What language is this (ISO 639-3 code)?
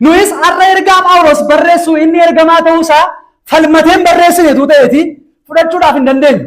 orm